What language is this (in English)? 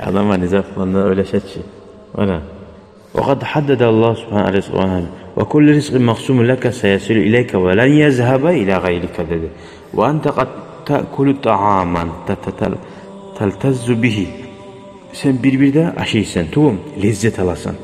Kumyk